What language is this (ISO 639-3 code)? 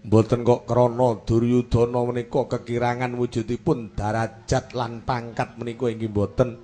jav